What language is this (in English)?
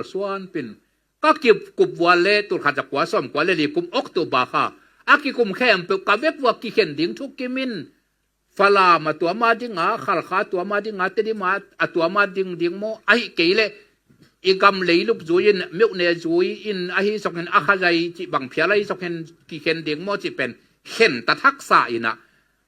Tedim Chin